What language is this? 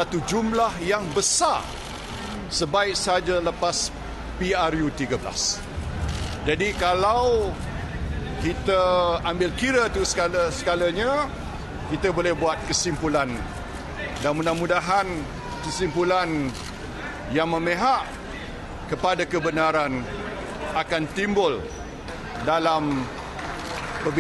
Malay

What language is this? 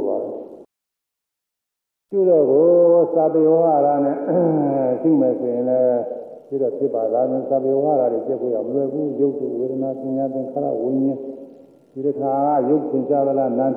Burmese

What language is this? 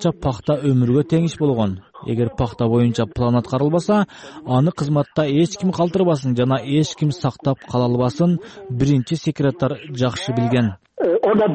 Kyrgyz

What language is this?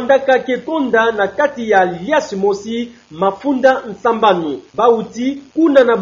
Kituba (Democratic Republic of Congo)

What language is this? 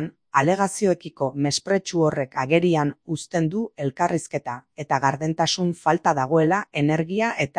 Basque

